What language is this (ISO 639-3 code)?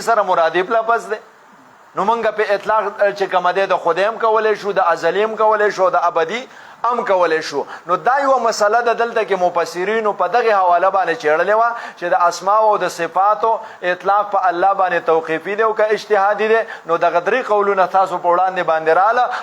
pus